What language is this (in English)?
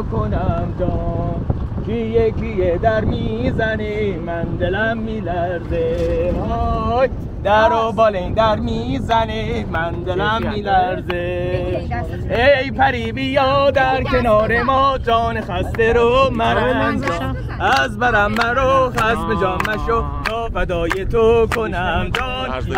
Persian